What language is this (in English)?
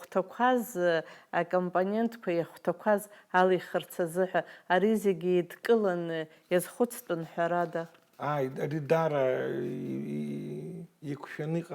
Abkhazian